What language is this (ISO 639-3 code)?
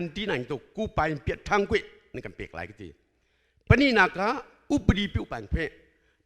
cnh